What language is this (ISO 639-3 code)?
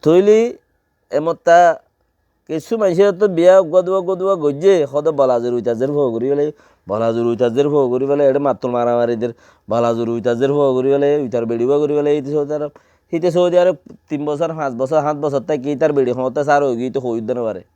rhg